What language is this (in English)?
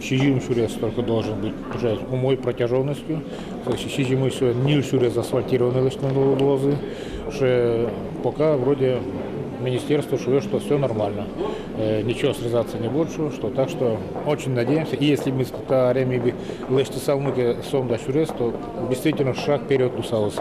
Udmurt